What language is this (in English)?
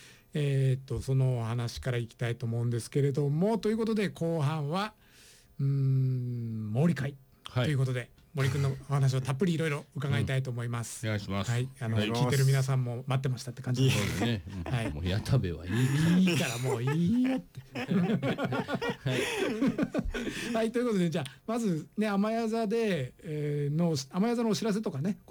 Japanese